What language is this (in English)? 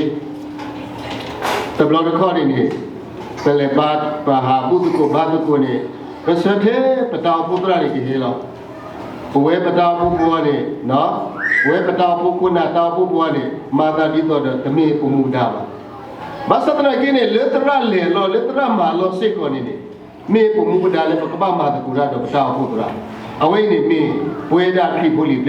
S'gaw Karen